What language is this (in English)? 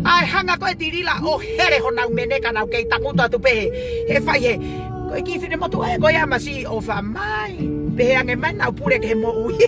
Tongan